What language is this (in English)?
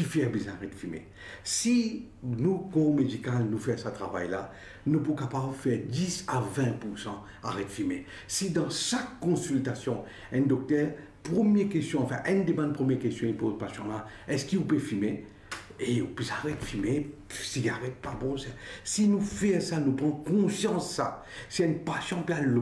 Morisyen